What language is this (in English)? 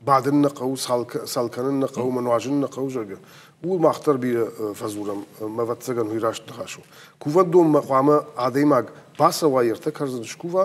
Ossetic